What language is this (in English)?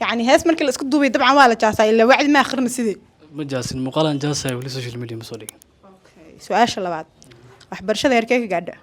Somali